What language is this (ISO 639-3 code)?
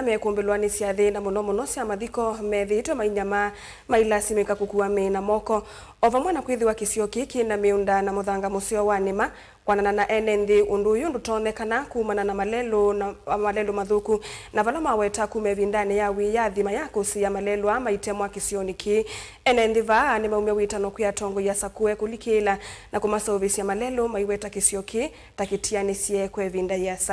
kam